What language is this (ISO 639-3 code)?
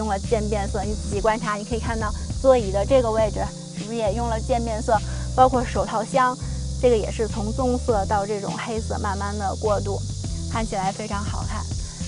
zho